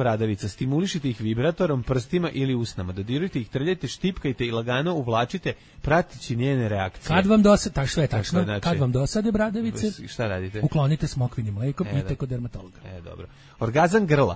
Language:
Serbian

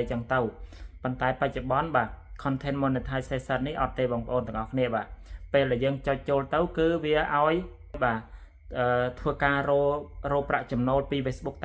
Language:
Khmer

